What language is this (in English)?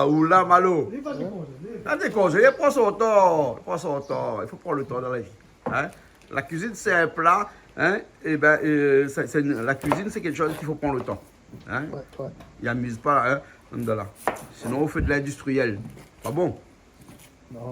Réunion Creole French